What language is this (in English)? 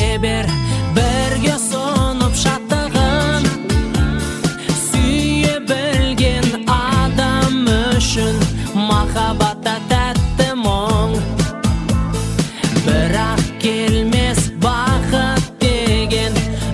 Kazakh